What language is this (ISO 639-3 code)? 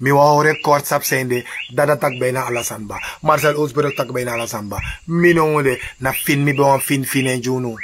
srn